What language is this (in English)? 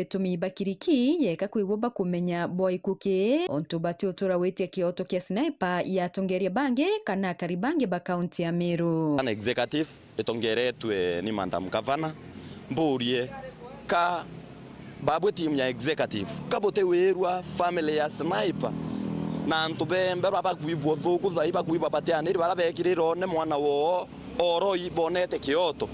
Meru